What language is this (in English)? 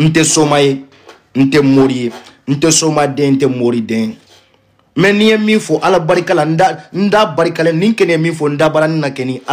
Bambara